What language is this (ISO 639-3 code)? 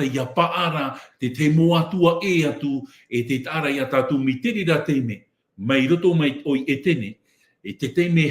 tah